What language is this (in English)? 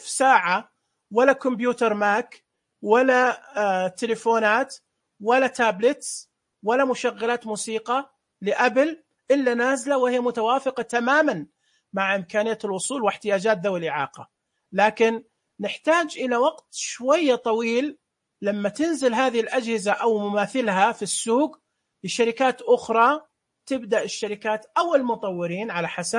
Najdi Arabic